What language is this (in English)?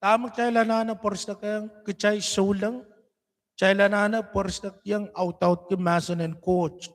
Pohnpeian